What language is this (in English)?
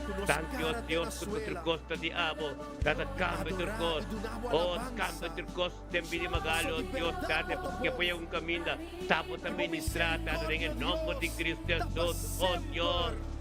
Papiamento